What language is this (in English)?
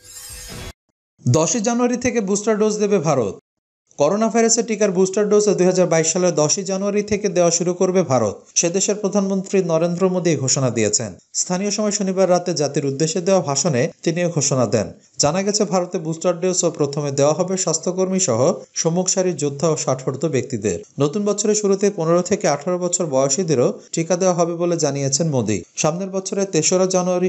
Bangla